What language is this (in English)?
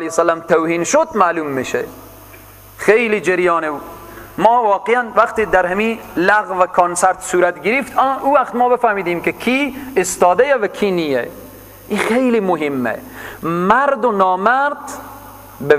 Persian